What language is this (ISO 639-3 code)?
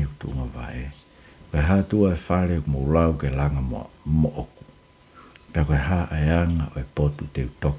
ton